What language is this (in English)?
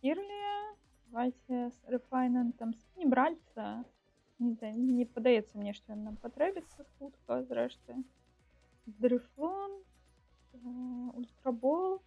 Belarusian